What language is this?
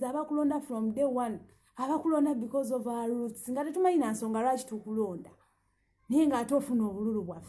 Ganda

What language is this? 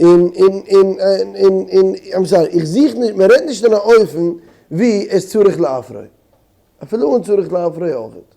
Yiddish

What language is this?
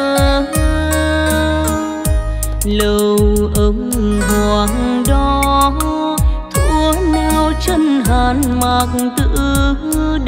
Vietnamese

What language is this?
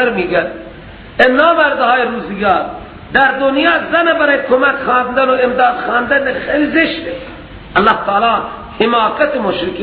Persian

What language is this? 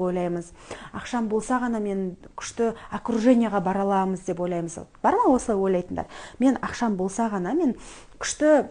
Kazakh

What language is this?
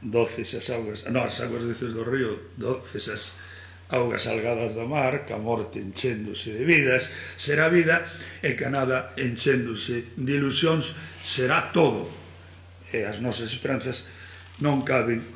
Galician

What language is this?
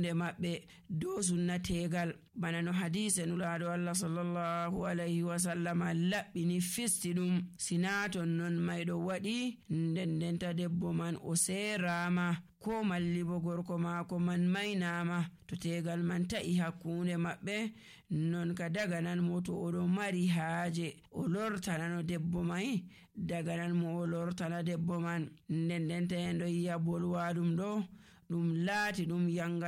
Nigerian Fulfulde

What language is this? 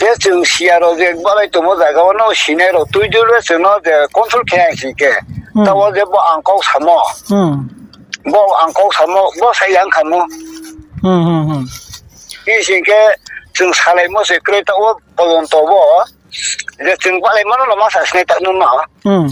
Riang (India)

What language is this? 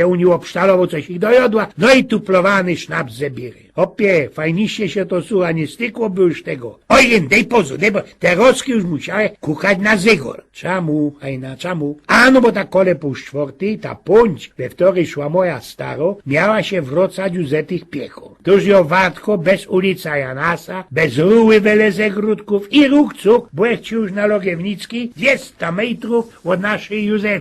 Silesian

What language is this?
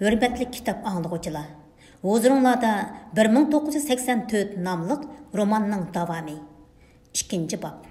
Uyghur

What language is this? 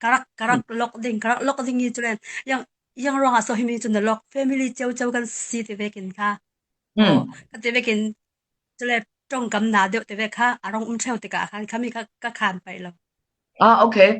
Falam Chin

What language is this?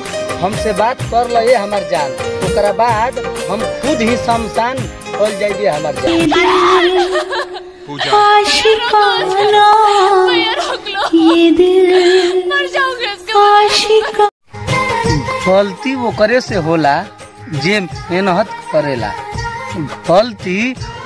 Bhojpuri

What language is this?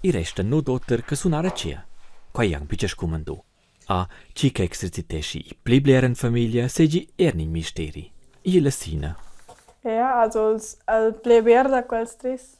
Romansh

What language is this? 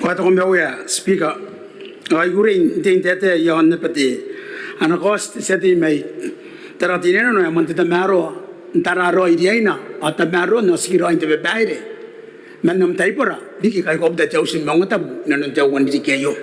Gilbertese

